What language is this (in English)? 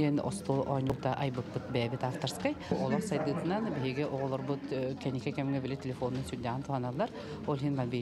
Yakut